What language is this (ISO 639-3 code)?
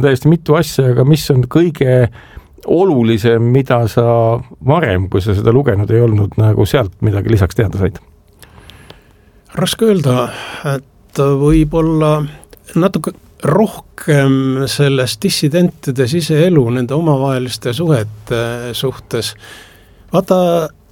est